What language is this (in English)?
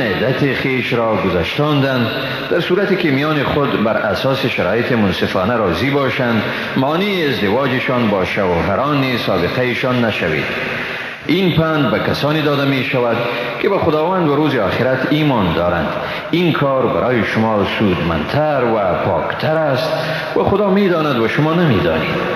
Persian